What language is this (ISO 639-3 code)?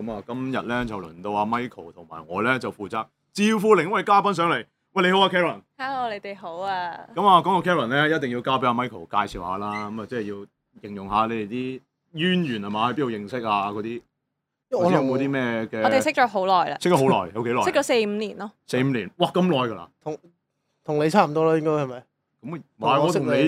yue